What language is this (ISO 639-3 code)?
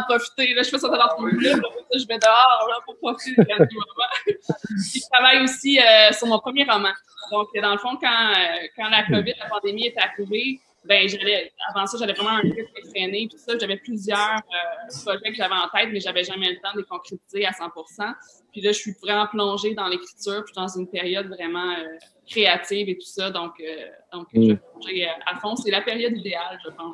fra